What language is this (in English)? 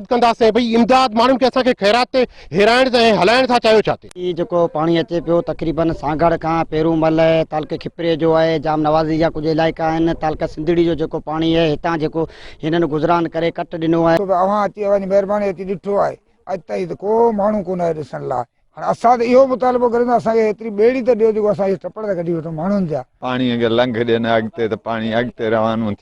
Sindhi